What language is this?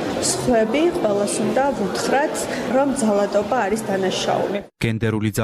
Georgian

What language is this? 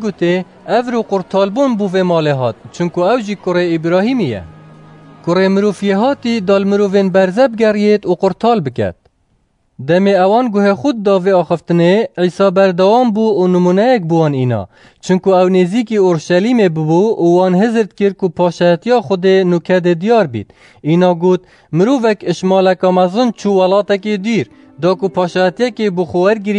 Kurdish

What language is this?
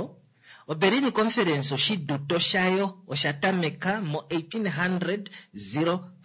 Kuanyama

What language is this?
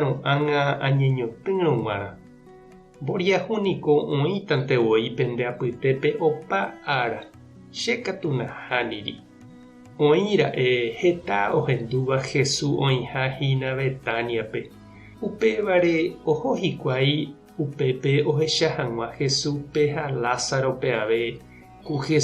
Guarani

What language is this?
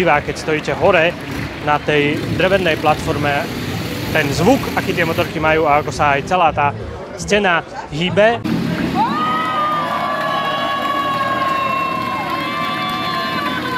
Slovak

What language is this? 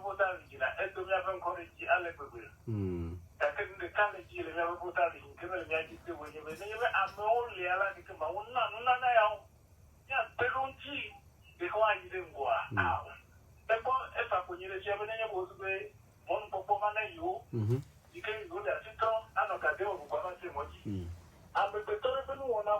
Ewe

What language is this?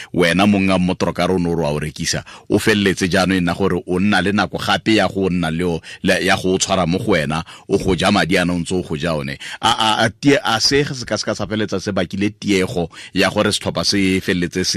Tswana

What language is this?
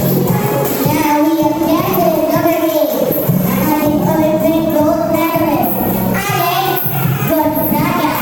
Bikol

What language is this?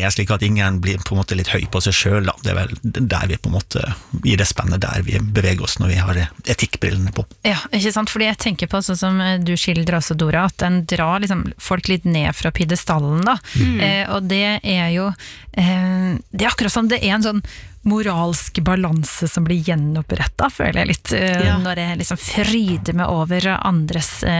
Norwegian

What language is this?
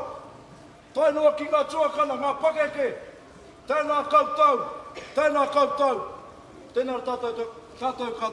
Māori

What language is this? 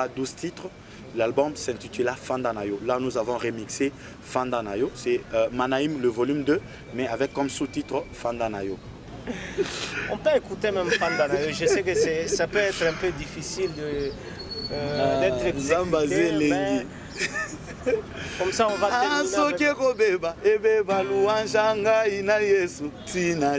French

